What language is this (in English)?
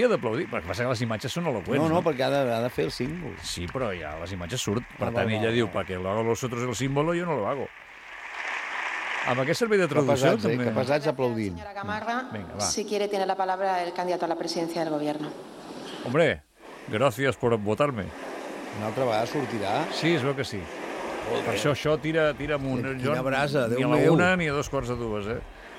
Catalan